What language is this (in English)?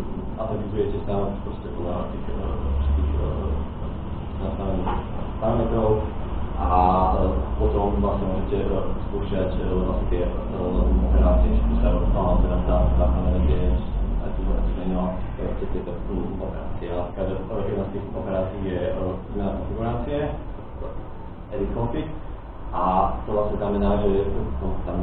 Slovak